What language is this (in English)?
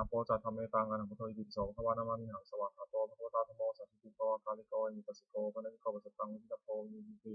Pali